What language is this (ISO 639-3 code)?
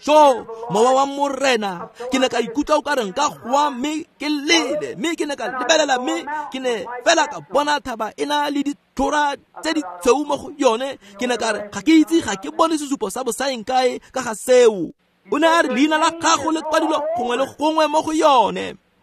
tsn